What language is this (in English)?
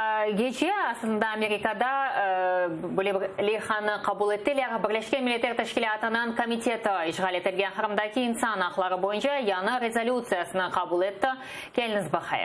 Crimean Tatar